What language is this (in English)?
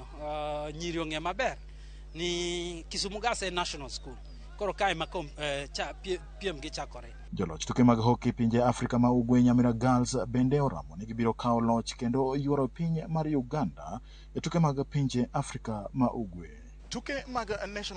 Luo (Kenya and Tanzania)